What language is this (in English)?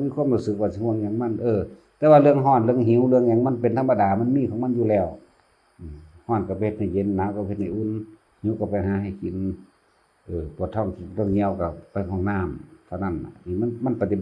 Northeastern Thai